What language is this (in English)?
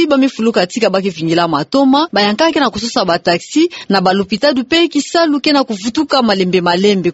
Kituba (Democratic Republic of Congo)